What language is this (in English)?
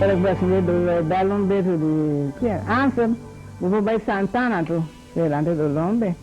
Papiamento